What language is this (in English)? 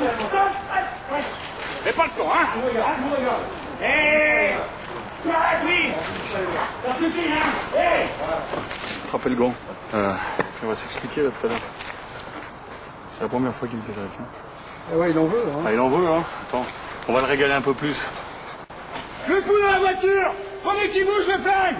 French